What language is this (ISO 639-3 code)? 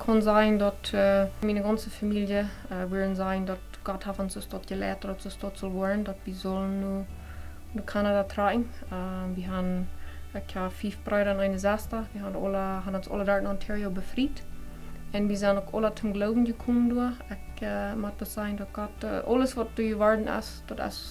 pdt